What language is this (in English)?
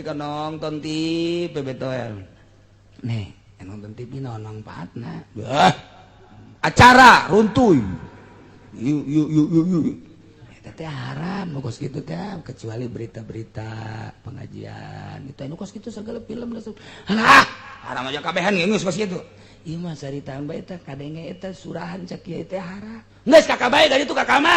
Sundanese